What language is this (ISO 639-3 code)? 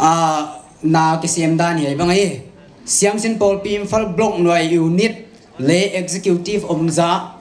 pck